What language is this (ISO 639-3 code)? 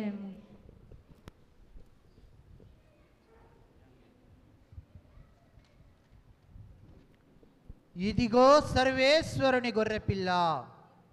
tel